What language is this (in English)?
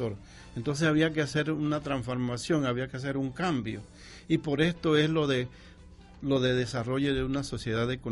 Spanish